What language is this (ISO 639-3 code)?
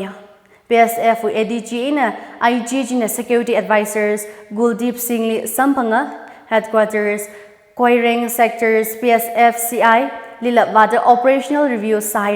nmf